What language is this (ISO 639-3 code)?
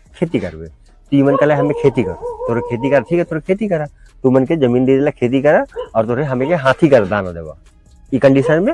sck